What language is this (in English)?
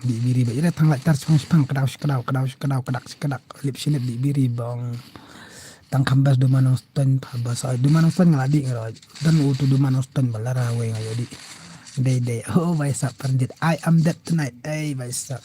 Khasi